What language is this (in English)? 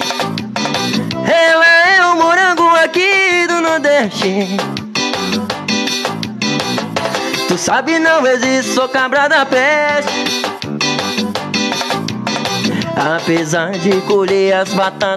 Portuguese